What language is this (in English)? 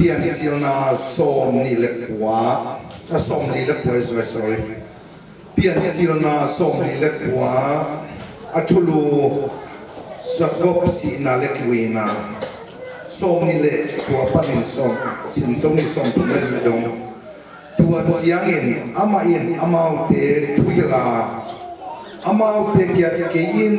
Tedim Chin